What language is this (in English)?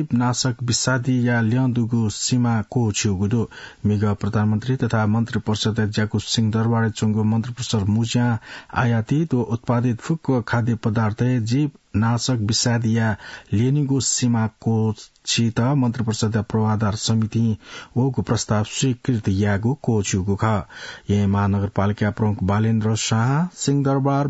Newari